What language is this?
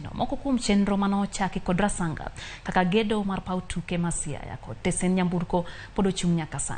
Luo (Kenya and Tanzania)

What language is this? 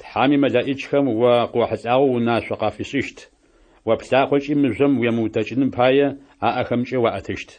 Adyghe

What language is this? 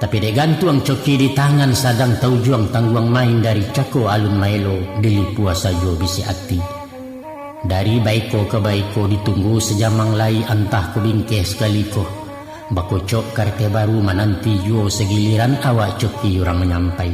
Minangkabau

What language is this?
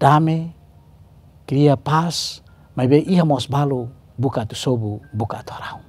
Tetum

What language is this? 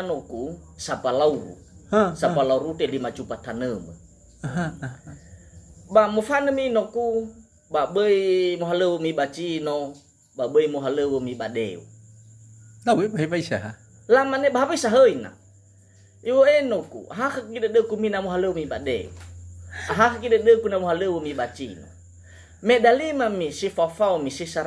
Nias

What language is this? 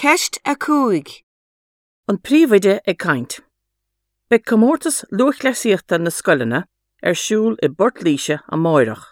Irish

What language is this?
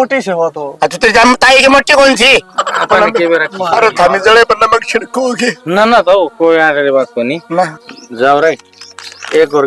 Haryanvi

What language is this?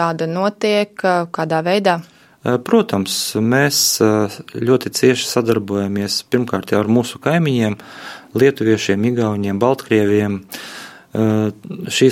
Latvian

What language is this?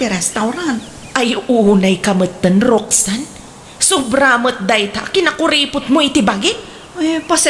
Iloko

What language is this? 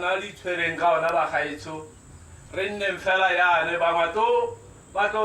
Tswana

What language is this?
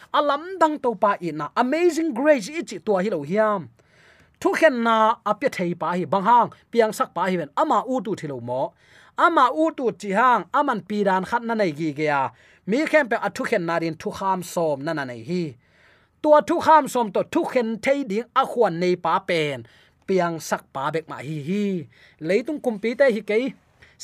Tedim Chin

